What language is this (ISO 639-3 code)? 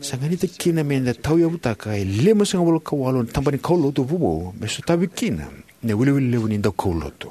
fij